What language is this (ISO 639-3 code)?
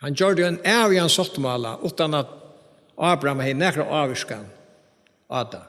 fao